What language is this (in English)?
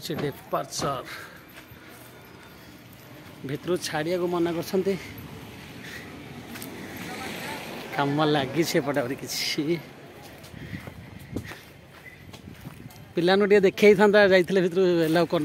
Odia